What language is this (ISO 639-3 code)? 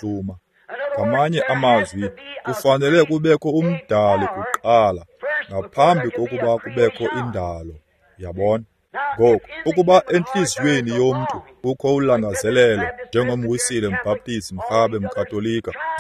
xho